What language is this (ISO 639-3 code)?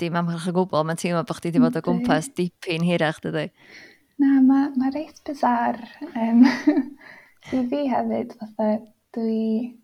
cym